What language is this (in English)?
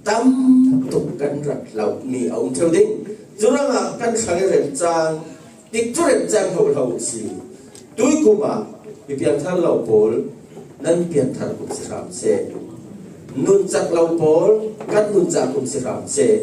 Falam Chin